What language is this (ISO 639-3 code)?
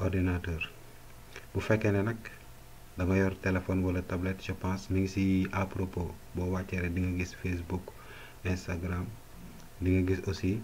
wol